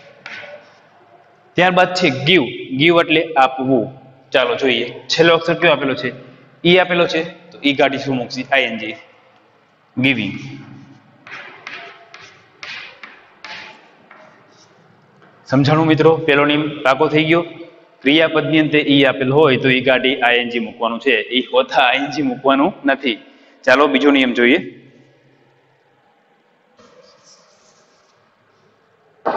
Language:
Gujarati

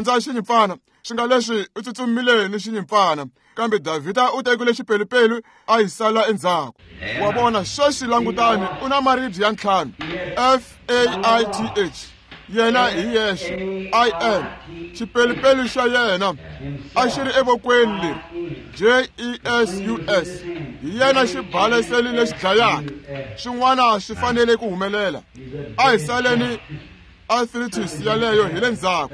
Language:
Tsonga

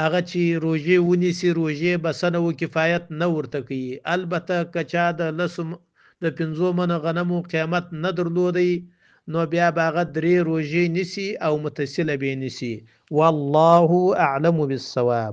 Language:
Pashto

